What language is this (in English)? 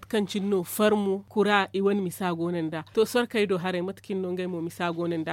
Zarma